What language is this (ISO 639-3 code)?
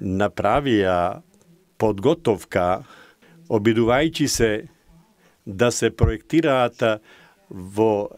mkd